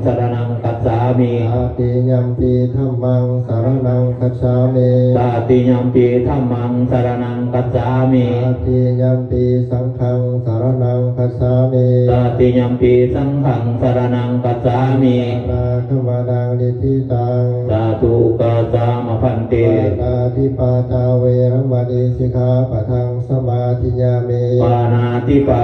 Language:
Pali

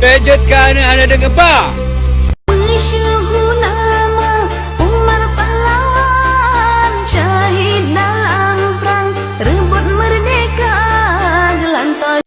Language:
Achinese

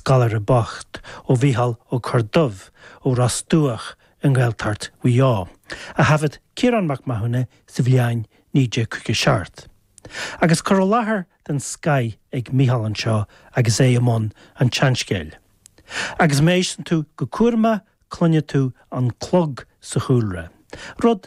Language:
Irish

